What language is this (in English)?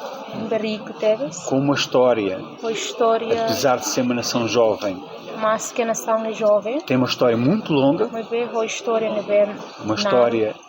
Tetum